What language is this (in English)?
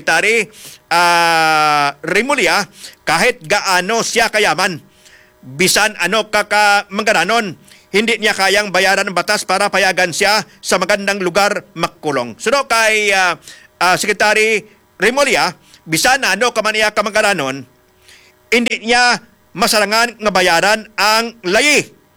Hiligaynon